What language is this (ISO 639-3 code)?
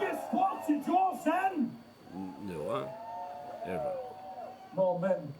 fao